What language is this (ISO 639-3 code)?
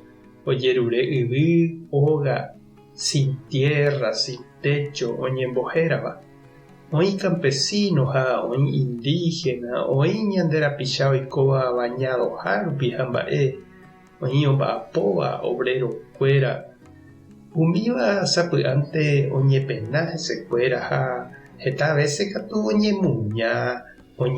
grn